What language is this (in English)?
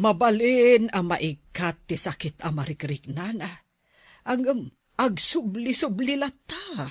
Iloko